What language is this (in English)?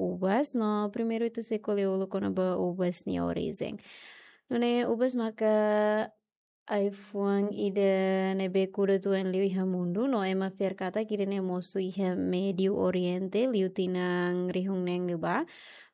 Tetum